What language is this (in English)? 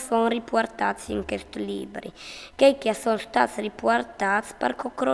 Friulian